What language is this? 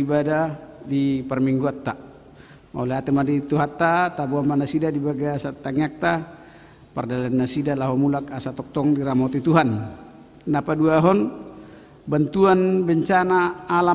Batak Toba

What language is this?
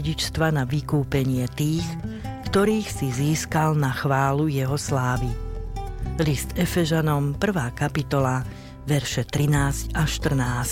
Slovak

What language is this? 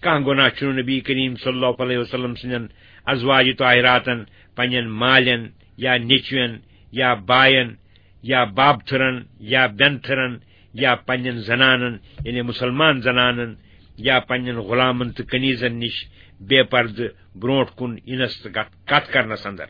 Kashmiri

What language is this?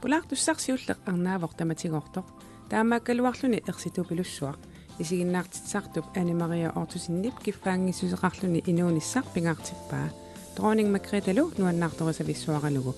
Kalaallisut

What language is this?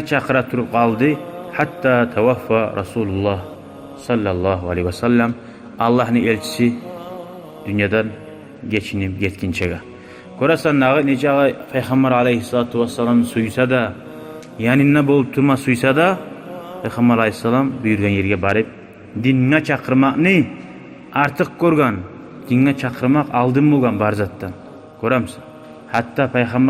Kumyk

